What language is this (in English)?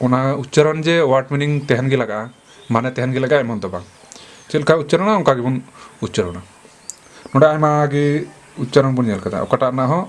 Santali